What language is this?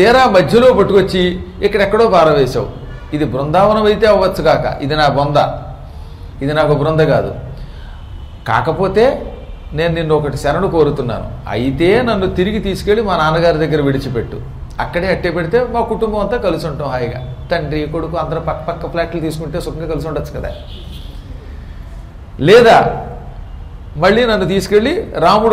Telugu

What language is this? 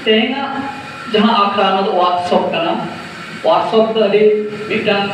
Santali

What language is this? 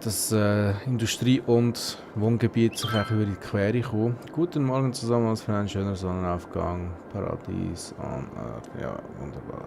Swiss German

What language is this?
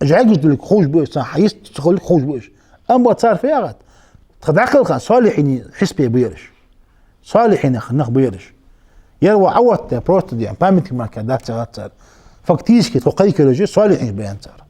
Ingush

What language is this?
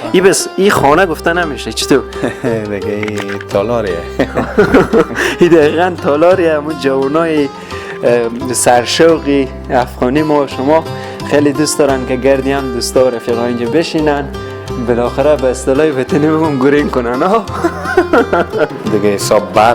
Persian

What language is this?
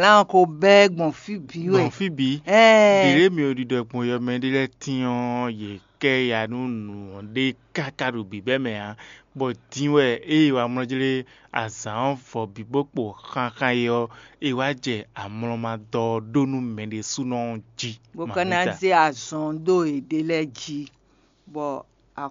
Fon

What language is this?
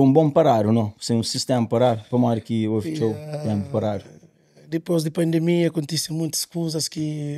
Kabuverdianu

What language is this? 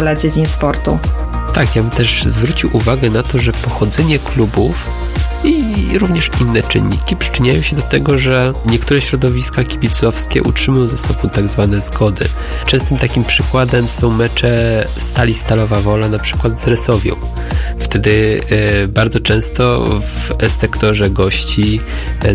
Polish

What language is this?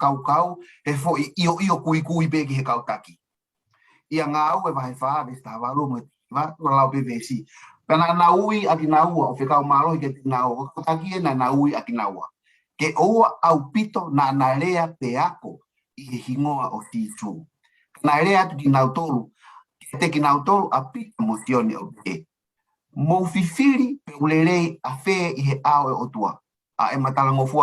Tongan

